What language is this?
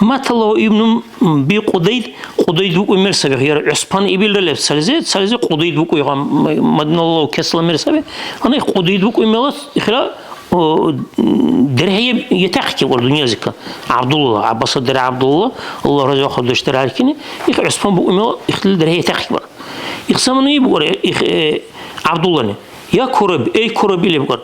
Dargwa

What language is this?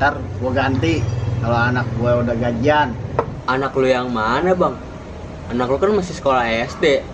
Betawi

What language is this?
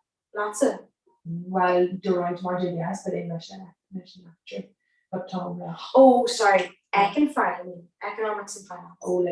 Irish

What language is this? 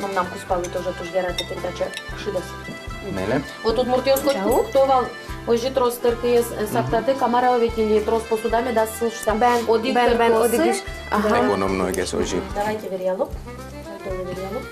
Udmurt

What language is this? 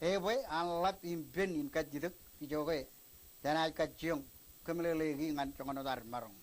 Marshallese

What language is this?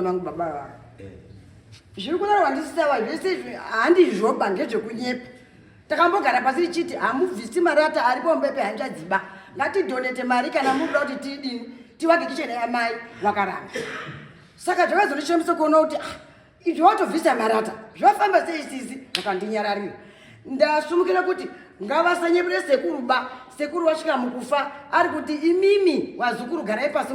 Shona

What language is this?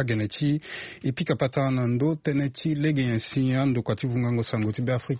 Sango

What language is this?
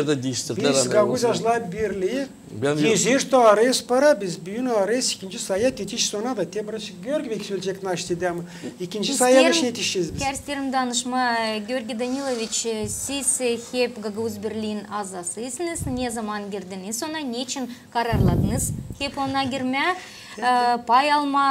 Gagauz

